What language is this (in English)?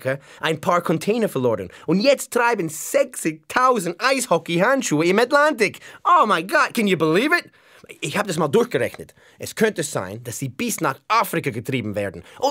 Swiss German